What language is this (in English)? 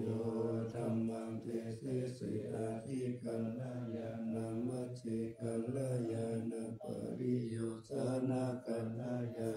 Pali